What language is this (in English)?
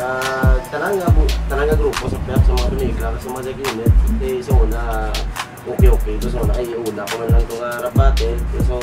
Hiligaynon